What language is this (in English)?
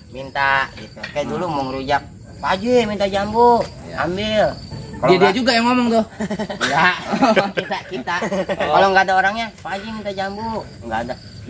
Betawi